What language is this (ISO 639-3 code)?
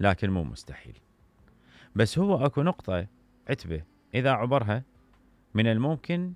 acm